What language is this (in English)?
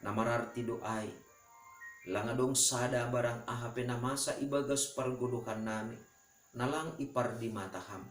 Batak Simalungun